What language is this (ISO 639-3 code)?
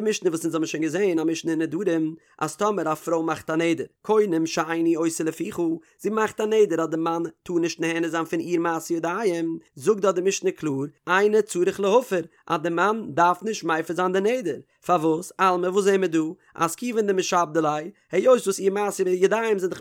yid